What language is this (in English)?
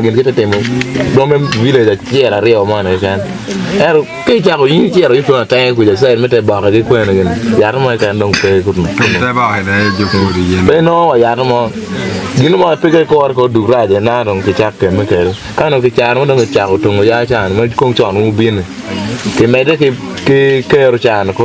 Acoli